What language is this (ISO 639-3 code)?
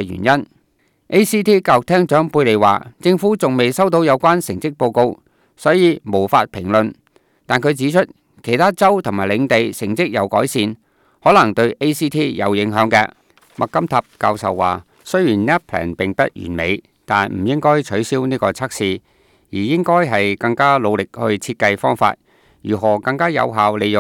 yue